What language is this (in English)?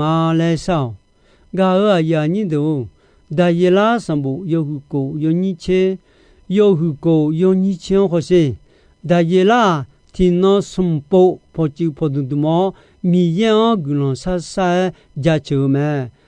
Akha